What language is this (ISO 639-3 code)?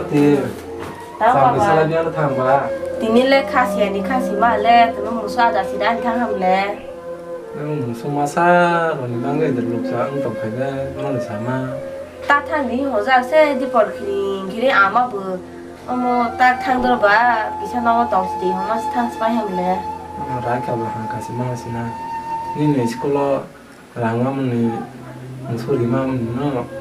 trp